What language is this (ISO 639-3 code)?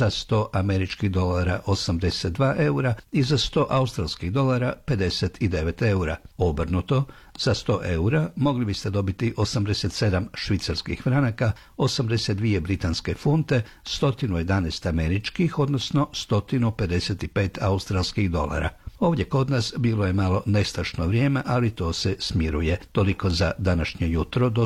hrv